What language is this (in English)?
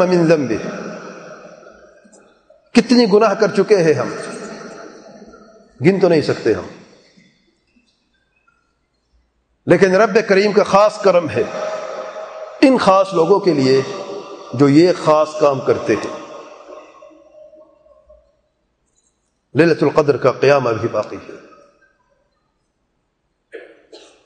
Urdu